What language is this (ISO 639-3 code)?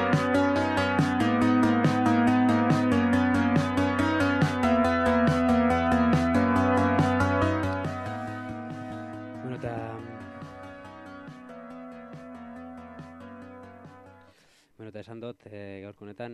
eus